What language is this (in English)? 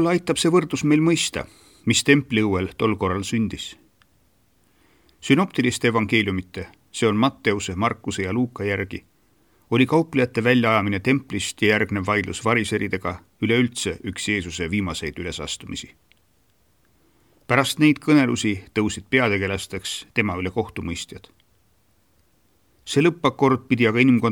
Estonian